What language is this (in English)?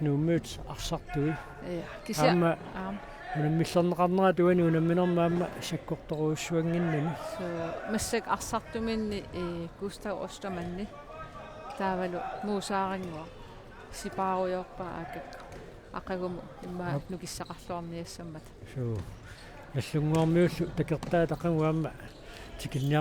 Kalaallisut